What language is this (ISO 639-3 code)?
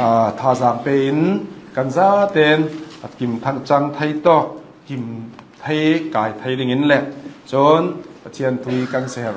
cnh